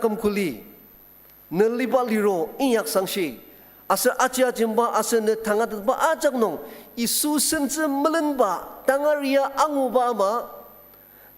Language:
Ao Naga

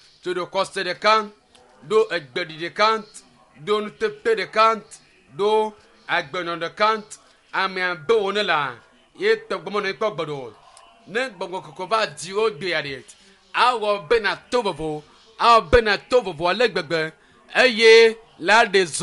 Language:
Ewe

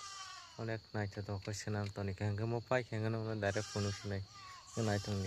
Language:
Kok Borok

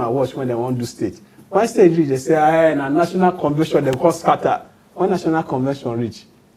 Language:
Nigerian Pidgin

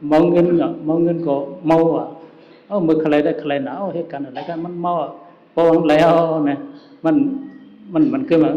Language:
Shan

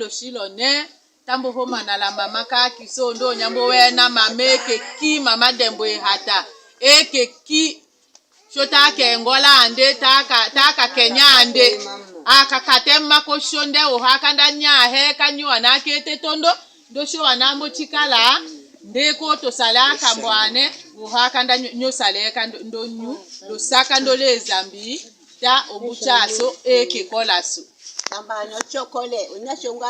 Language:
Tetela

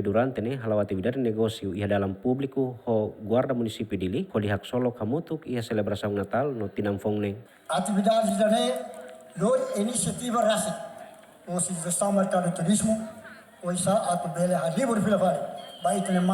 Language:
Tetum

